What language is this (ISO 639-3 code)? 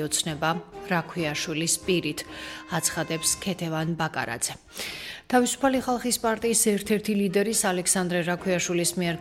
kat